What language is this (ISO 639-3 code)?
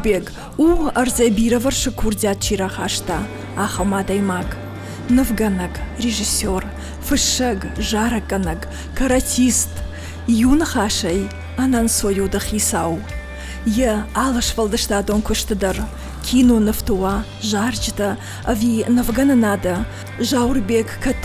oss